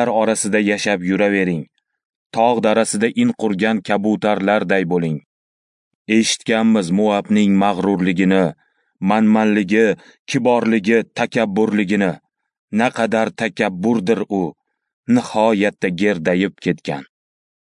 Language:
Uzbek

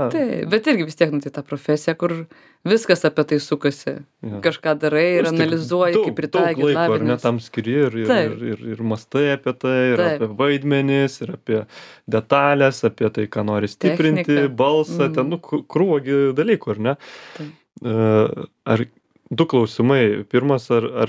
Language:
Lithuanian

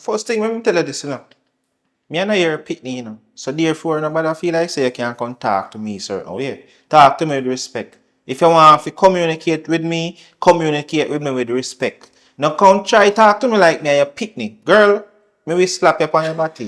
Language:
Jamaican Creole English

